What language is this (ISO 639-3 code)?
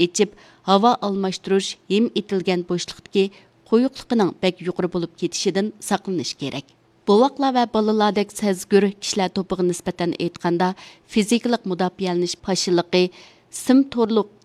uig